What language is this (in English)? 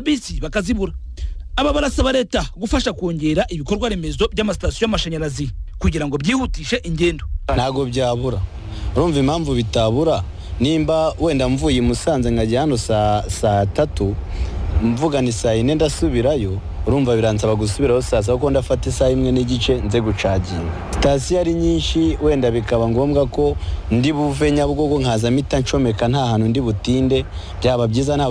Kinyarwanda